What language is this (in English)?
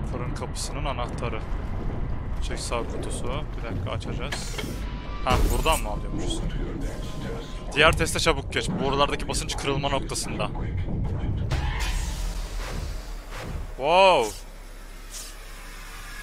Turkish